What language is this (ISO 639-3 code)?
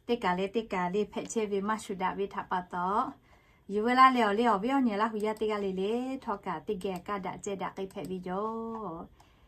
lhu